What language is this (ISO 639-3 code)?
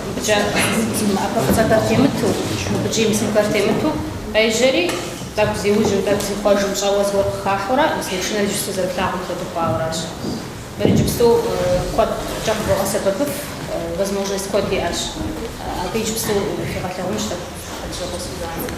kbd